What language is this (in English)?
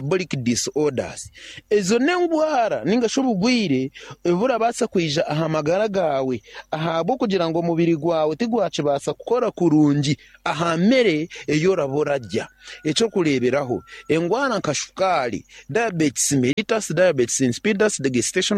Nyankole